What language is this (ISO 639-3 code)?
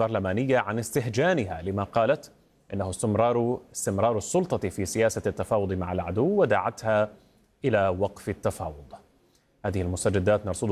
ara